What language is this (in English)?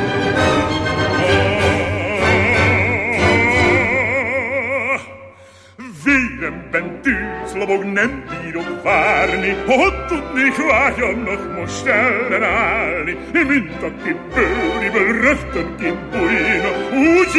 Hungarian